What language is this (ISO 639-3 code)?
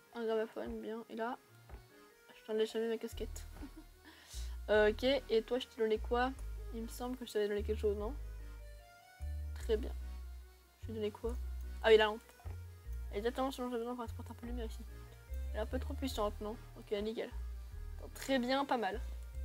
fra